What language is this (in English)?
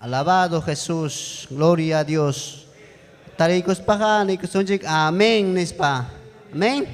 Ayacucho Quechua